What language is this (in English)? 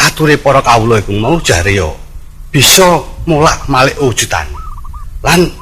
Javanese